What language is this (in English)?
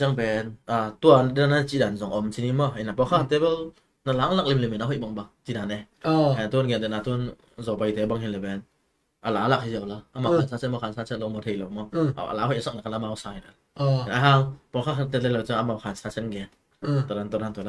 Tedim Chin